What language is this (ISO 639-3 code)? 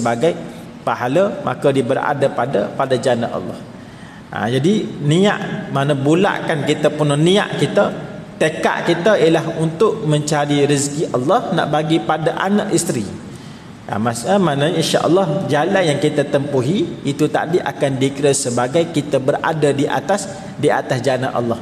msa